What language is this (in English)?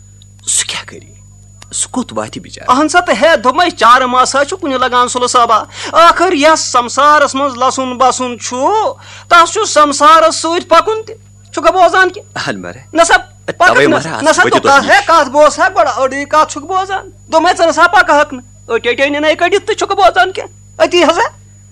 Kashmiri